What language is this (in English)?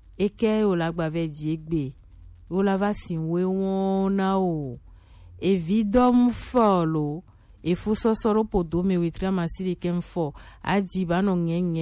Gen